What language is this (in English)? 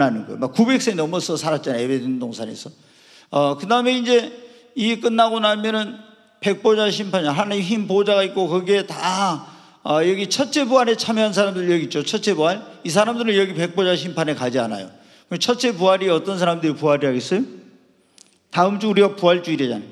Korean